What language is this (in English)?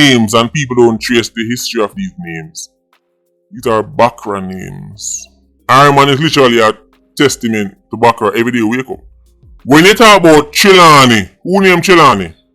Jamaican Creole English